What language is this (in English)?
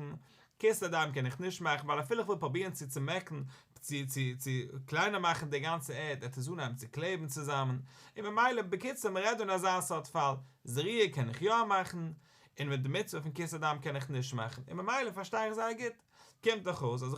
Yiddish